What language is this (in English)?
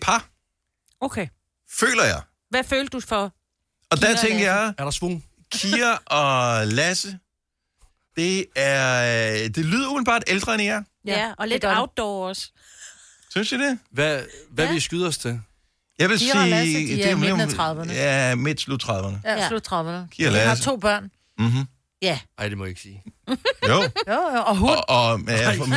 Danish